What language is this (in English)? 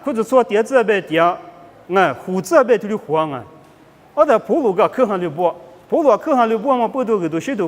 Lisu